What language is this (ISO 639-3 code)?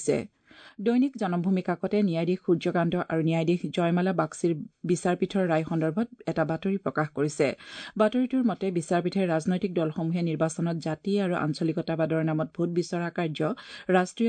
asm